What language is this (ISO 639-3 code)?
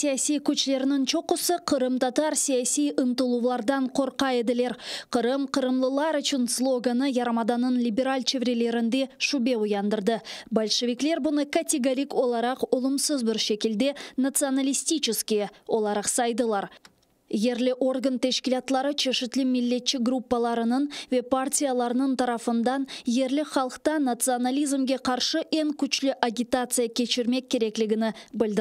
crh